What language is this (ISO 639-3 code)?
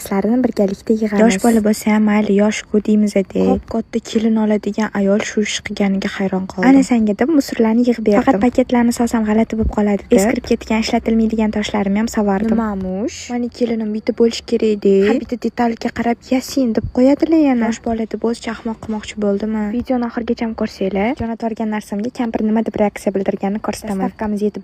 uzb